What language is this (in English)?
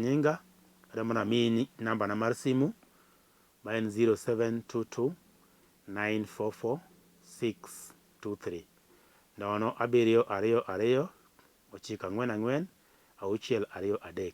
Luo (Kenya and Tanzania)